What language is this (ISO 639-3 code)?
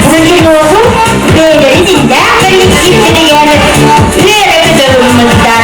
sah